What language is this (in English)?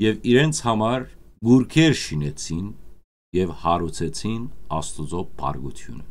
Western Armenian